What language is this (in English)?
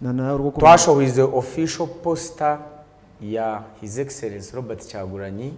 Nyankole